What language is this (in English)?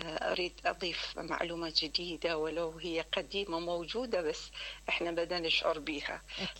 Mesopotamian Arabic